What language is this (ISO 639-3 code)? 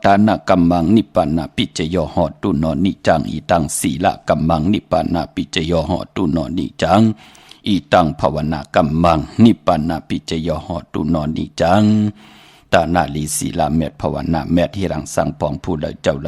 shn